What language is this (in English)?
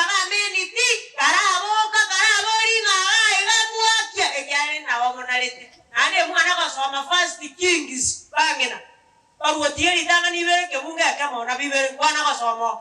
Gusii